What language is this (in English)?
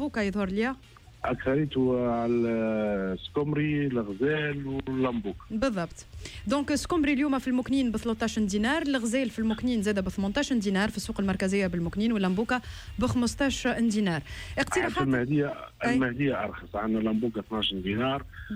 Tunisian Arabic